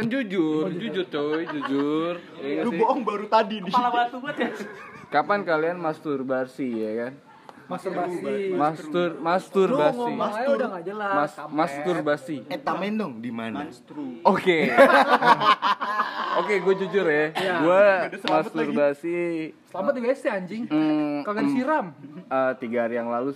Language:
Indonesian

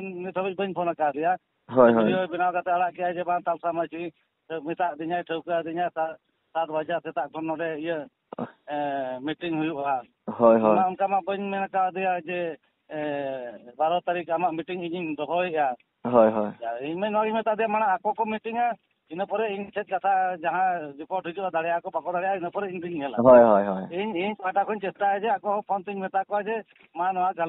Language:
Santali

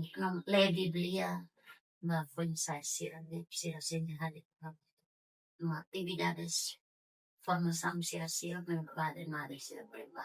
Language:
Tetum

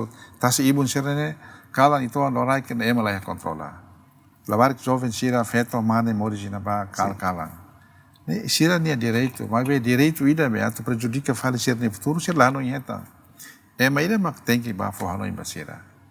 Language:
Tetum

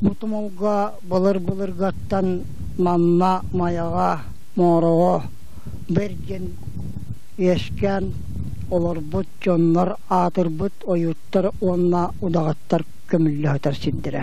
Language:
Yakut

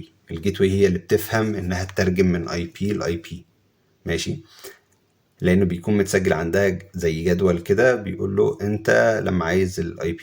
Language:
Egyptian Arabic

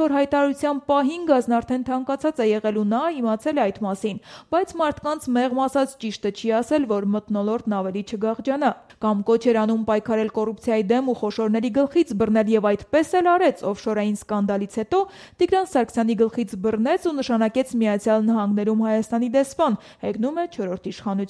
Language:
Armenian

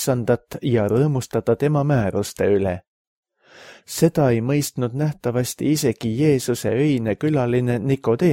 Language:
Estonian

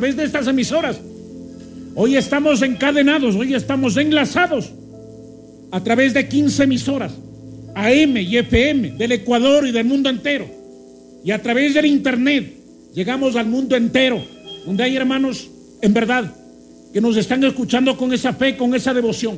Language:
Spanish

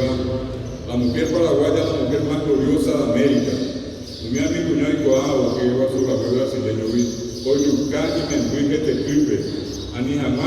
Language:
Guarani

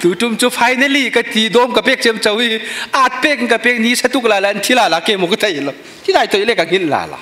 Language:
Falam Chin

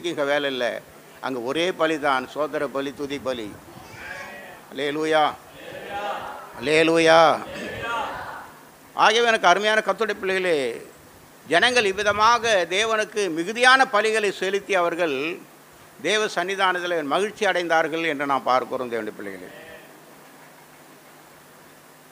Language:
Tamil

